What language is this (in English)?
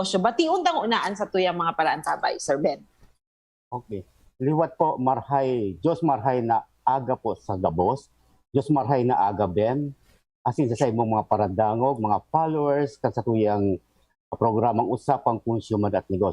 Bikol